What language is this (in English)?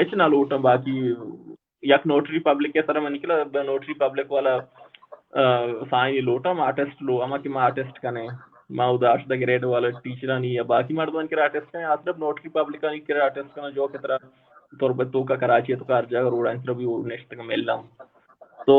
Baluchi